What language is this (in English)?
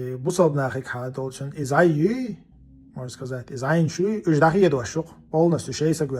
Chechen